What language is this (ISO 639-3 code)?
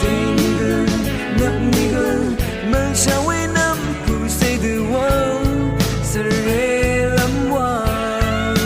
raw